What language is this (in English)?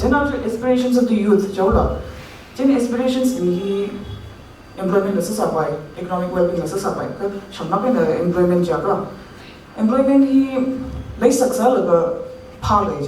Tangkhul Naga (India)